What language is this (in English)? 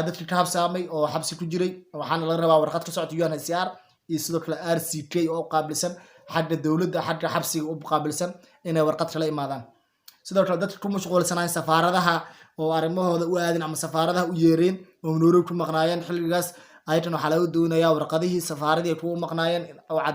Somali